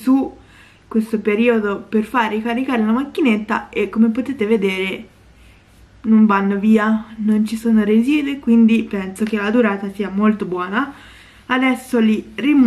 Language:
Italian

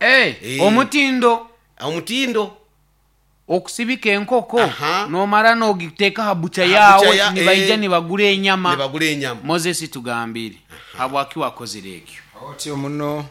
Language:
Nyoro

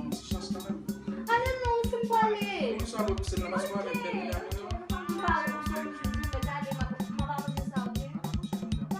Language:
Haitian Creole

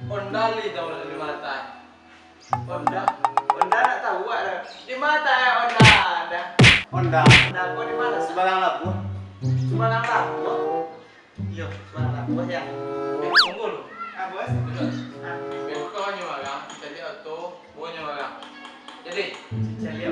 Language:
Minangkabau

